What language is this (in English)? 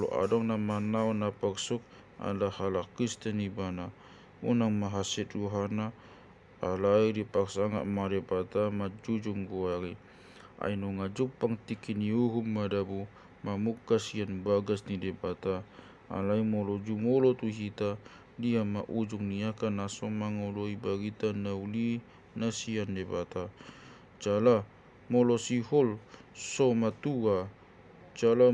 Batak Toba